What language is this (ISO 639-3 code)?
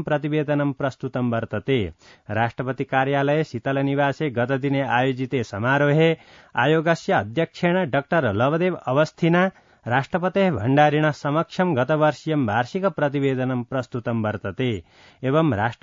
san